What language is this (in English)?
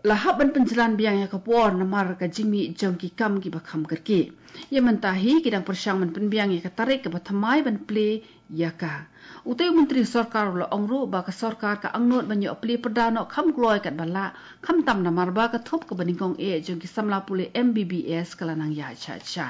Khasi